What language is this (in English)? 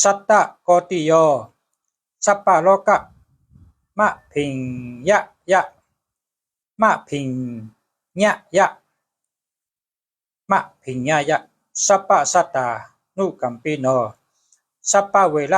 Shan